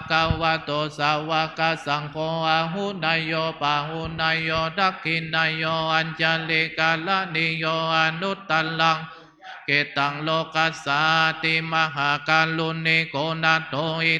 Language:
Pali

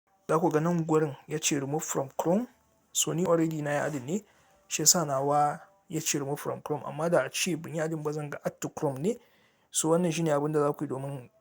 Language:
Hausa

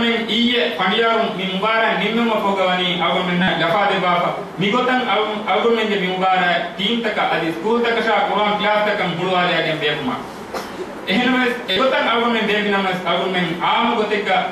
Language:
Divehi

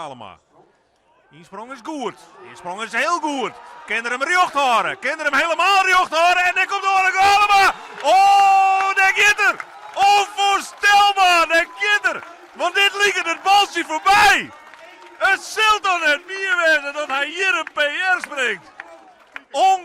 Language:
Western Frisian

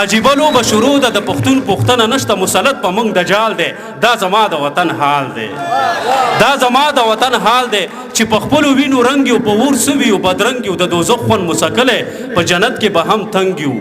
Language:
Pashto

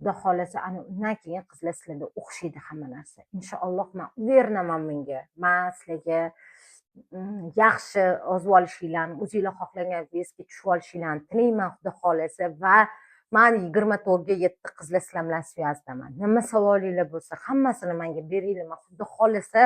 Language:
Uzbek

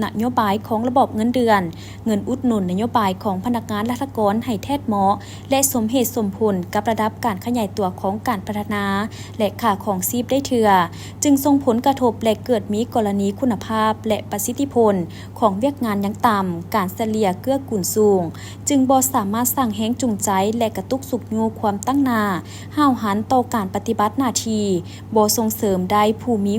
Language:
Lao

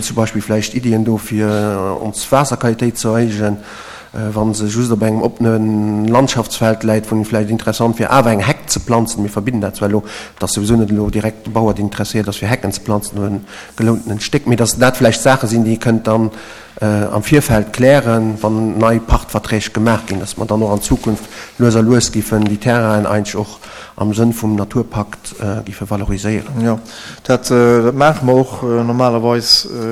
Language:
Luxembourgish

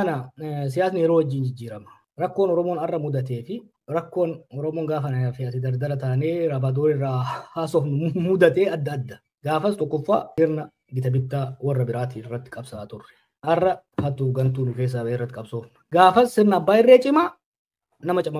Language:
Oromo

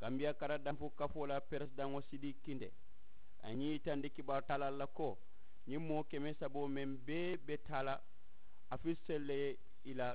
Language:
Mandingo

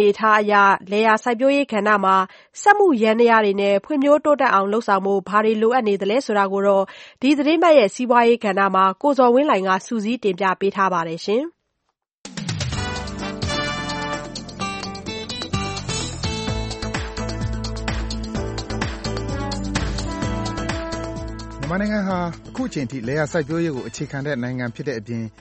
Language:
Burmese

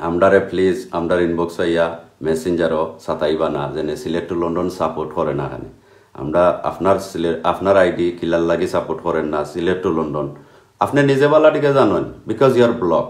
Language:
Sylheti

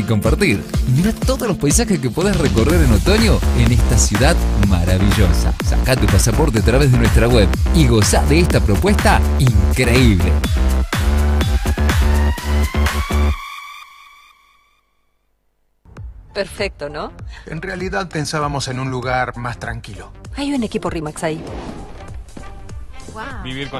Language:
Spanish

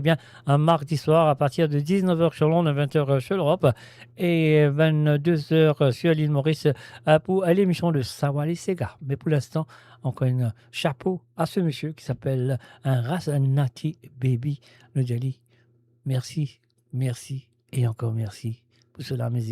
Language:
Morisyen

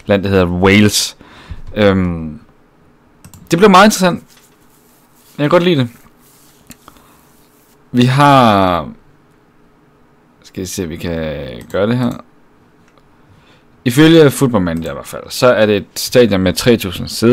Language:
Danish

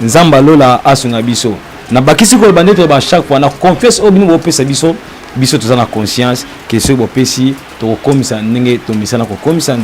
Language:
Lingala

